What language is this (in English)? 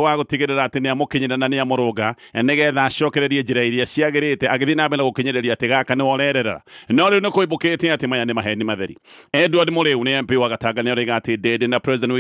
Kikuyu